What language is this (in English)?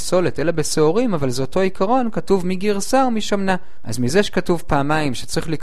Hebrew